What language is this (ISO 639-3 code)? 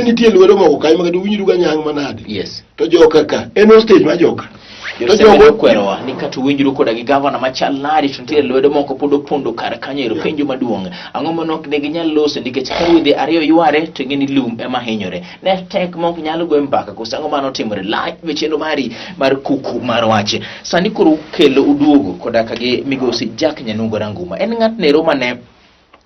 luo